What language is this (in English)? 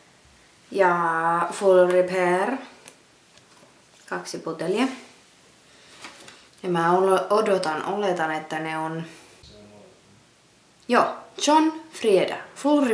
Finnish